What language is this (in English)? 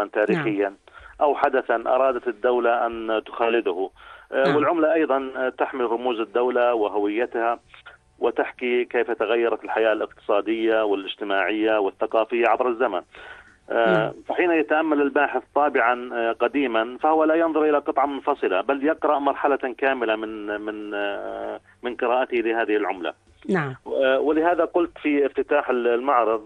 Arabic